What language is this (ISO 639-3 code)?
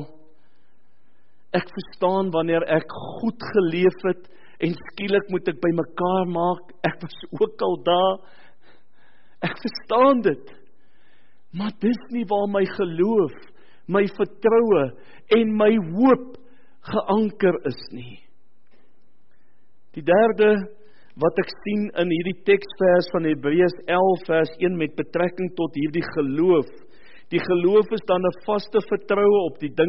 afr